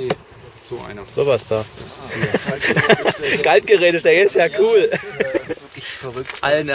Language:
German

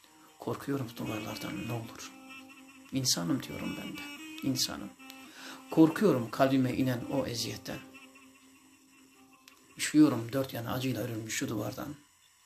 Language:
Turkish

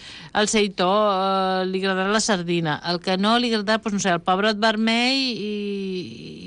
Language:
Catalan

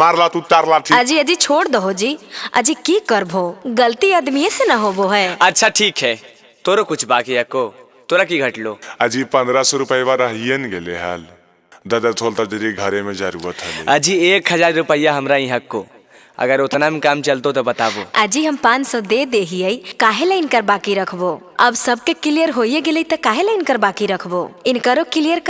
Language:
Magahi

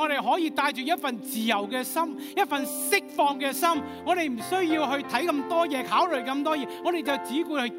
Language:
Cantonese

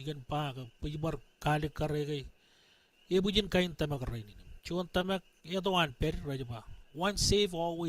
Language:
Marshallese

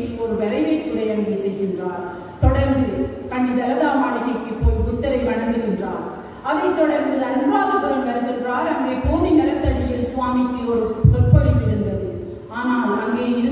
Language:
Tamil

